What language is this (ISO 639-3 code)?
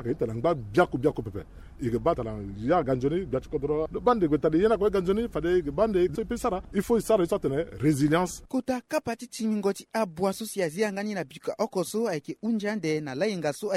sag